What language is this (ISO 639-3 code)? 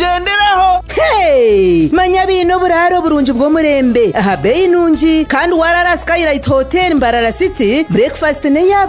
nyn